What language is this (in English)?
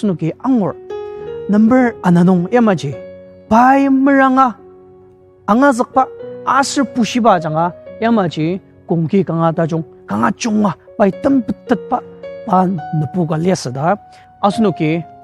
Ao Naga